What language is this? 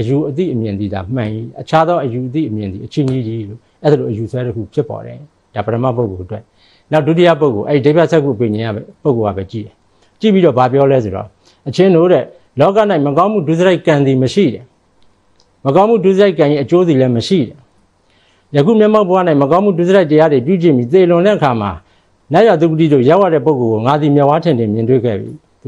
Burmese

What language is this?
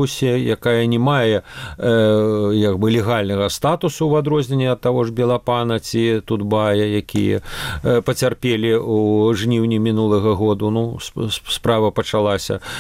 Belarusian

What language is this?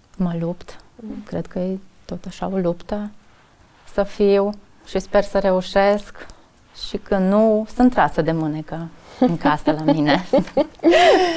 Romanian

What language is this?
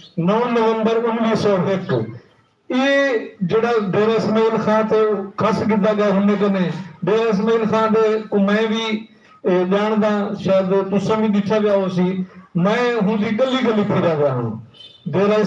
Saraiki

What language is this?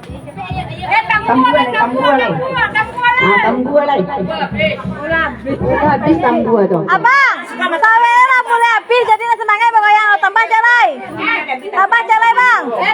Minangkabau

